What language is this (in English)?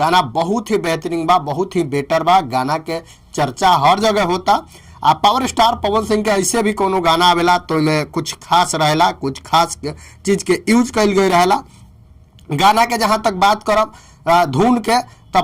Bhojpuri